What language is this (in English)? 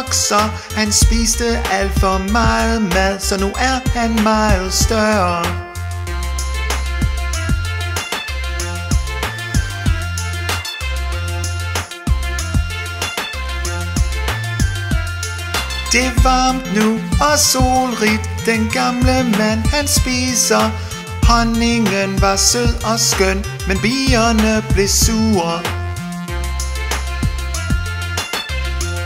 Danish